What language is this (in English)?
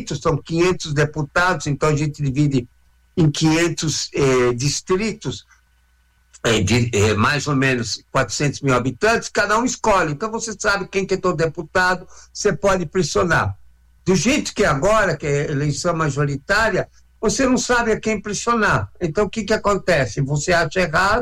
Portuguese